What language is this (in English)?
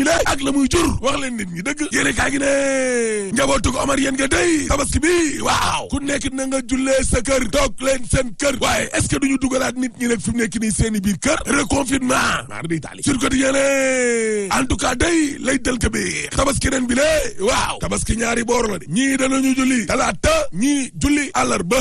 Wolof